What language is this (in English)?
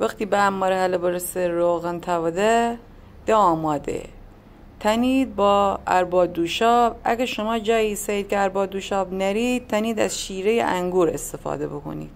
Gilaki